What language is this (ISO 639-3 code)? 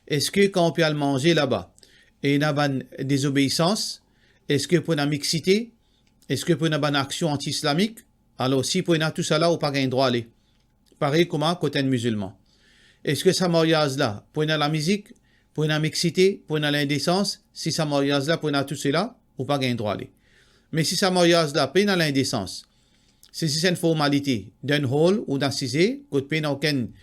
mfe